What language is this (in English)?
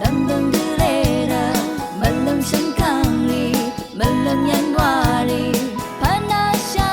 Rawang